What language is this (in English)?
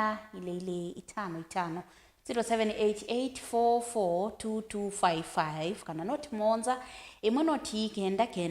Kamba